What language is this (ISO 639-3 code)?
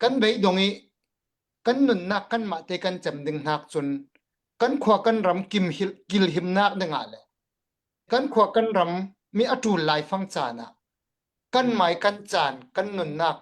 cnh